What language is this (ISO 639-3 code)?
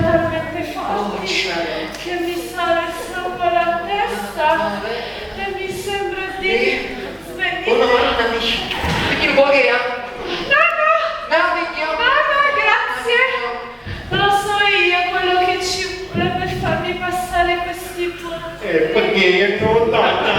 nap